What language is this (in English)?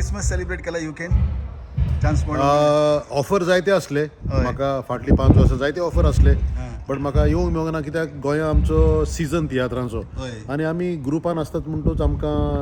Konkani